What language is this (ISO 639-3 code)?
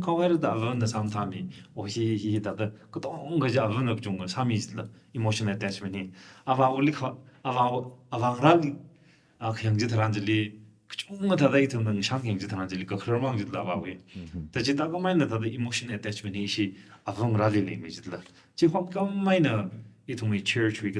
nmf